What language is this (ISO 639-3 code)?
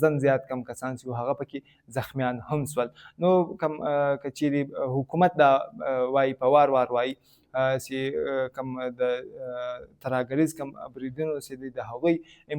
pus